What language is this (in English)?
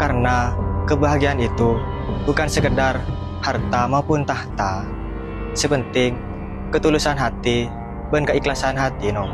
Madurese